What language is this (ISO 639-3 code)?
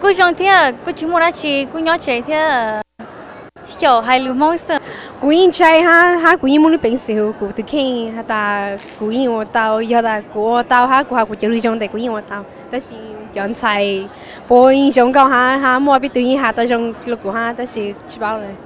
hmn